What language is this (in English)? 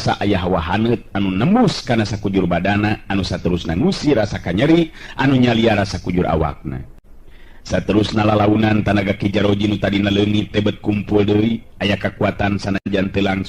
Sundanese